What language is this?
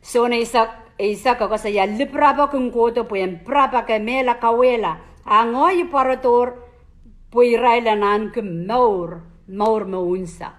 Pohnpeian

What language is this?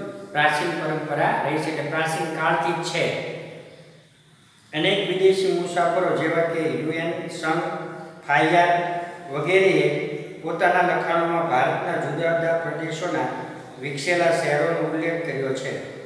Gujarati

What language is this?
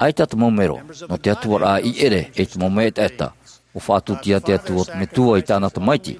Tahitian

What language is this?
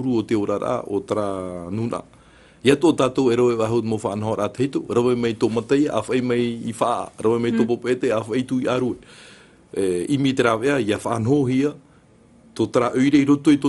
Tahitian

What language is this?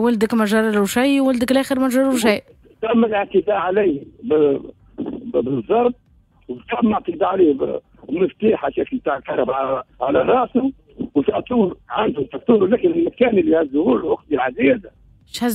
Tunisian Arabic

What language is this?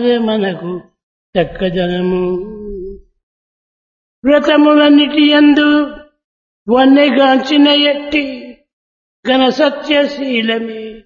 Telugu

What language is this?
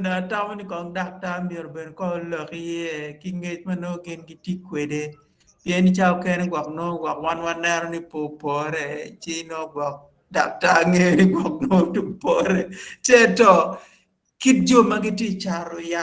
Acoli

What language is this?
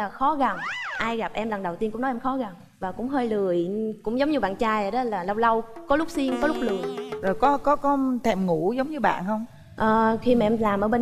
Vietnamese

